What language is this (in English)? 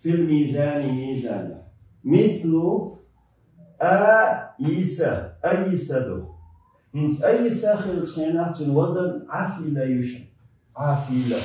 Chechen